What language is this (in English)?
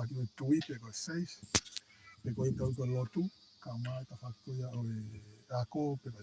Tongan